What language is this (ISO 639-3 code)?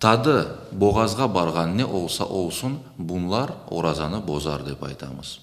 crh